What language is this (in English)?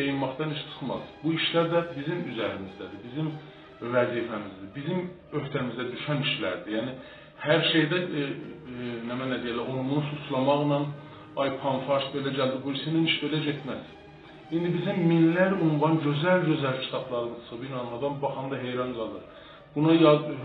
South Azerbaijani